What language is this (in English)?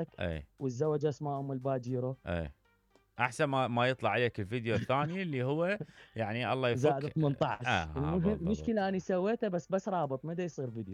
Mesopotamian Arabic